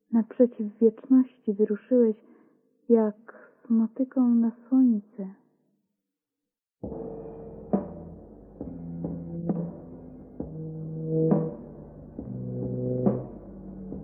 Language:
Polish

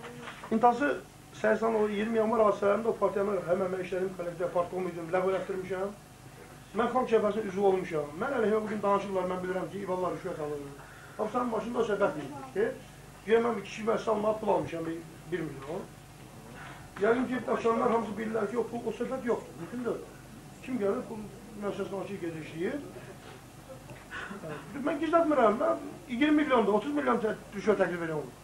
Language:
Azerbaijani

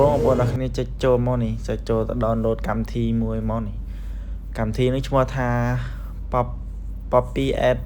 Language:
Khmer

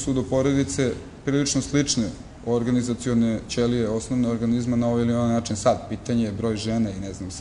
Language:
Serbian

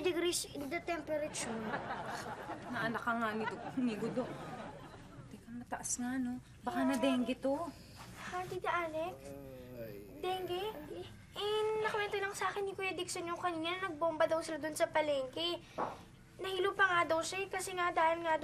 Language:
Filipino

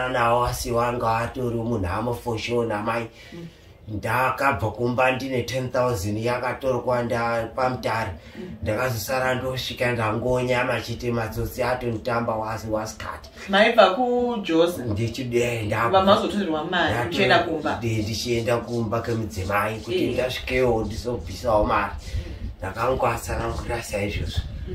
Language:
Shona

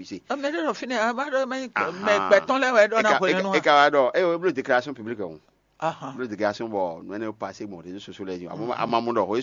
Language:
Fon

